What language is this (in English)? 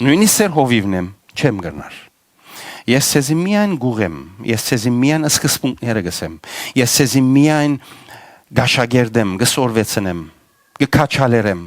Western Armenian